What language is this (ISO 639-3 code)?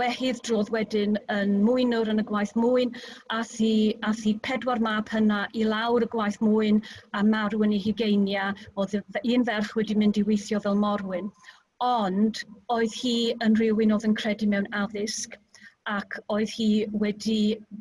cym